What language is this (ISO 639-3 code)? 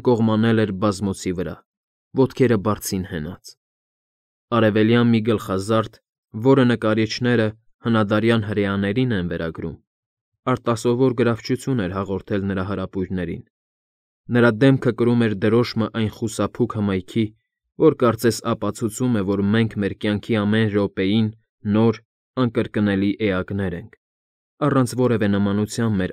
hye